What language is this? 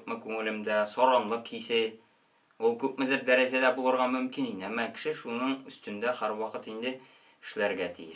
Tatar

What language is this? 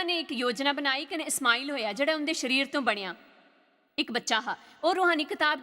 Dogri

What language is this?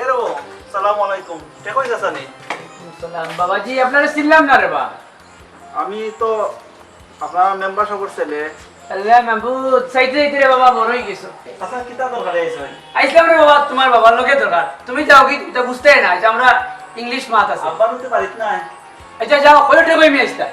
Sylheti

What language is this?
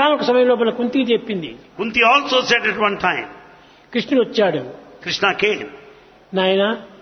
Telugu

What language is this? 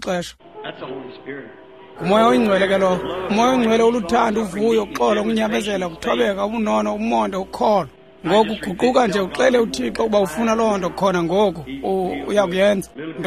Xhosa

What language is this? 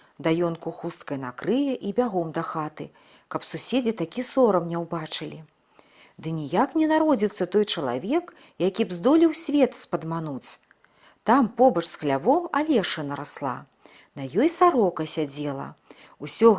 Belarusian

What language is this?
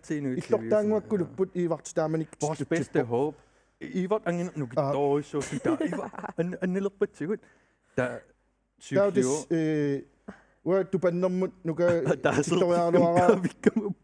Kalaallisut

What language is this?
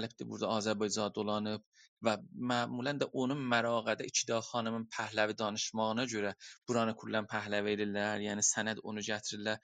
South Azerbaijani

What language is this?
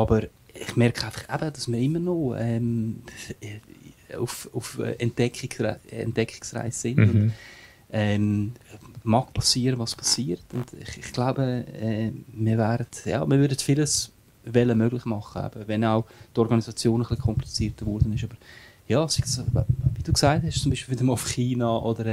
German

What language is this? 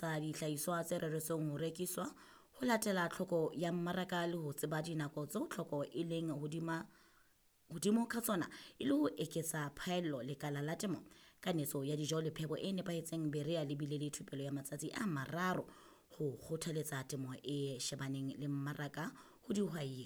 Southern Sotho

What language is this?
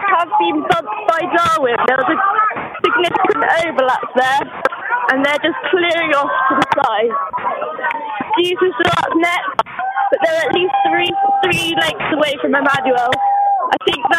English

